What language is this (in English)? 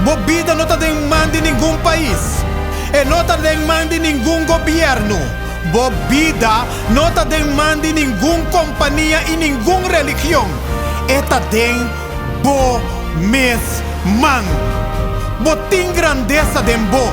Papiamento